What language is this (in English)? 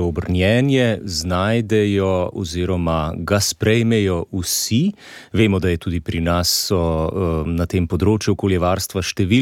Slovenian